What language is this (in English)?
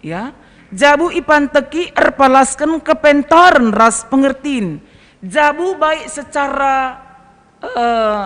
Batak Karo